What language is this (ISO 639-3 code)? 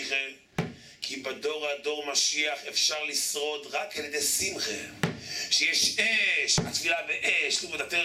heb